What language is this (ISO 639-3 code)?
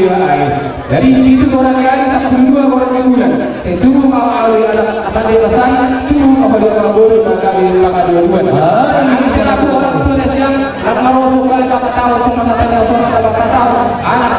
bts